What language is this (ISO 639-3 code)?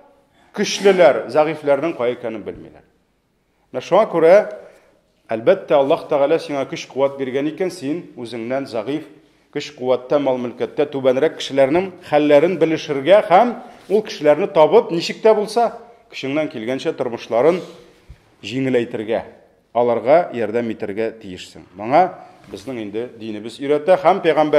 tat